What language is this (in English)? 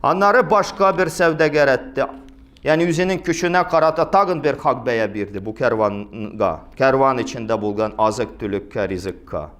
Tatar